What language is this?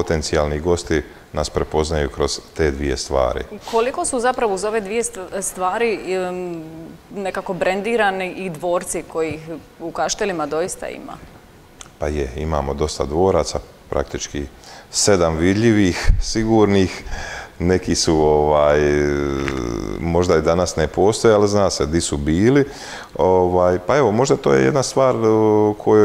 Croatian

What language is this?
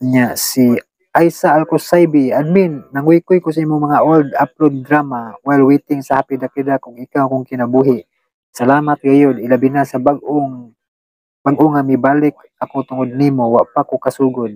Cebuano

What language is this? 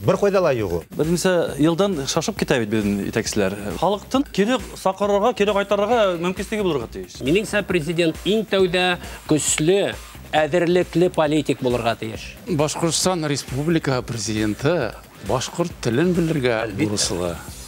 Bashkir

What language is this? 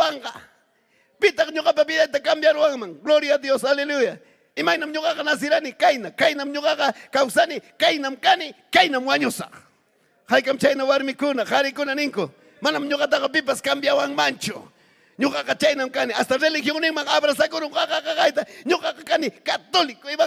Ayacucho Quechua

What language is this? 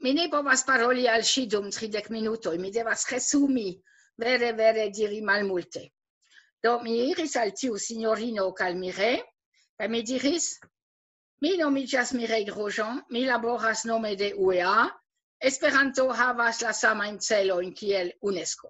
Esperanto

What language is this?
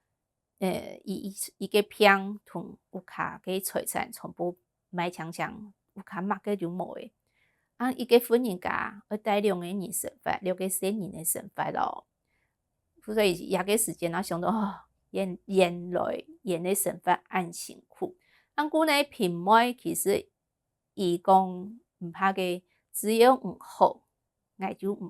Hakka Chinese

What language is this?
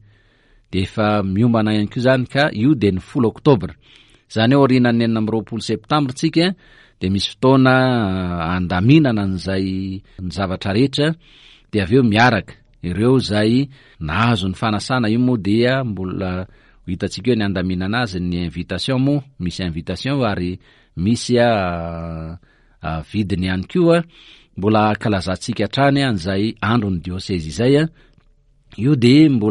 Malagasy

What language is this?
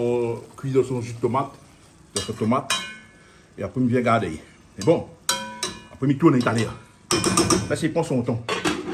Réunion Creole French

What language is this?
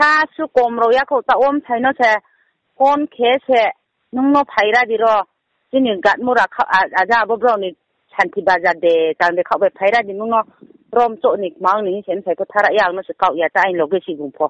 Riang (India)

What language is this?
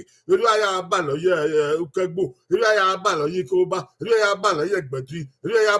Bini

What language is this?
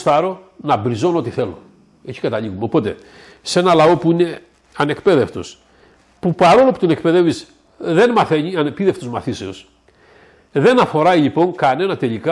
Greek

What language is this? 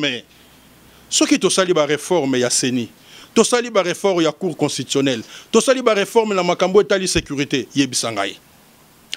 Lingala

